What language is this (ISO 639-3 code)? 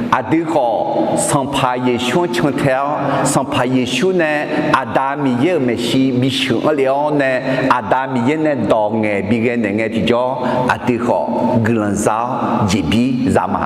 ahk